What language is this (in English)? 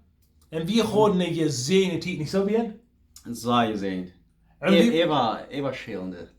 Plautdietsch